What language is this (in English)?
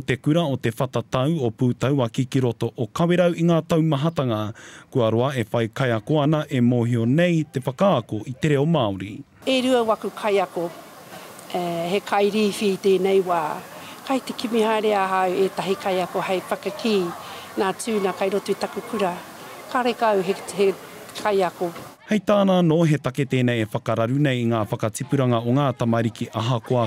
Māori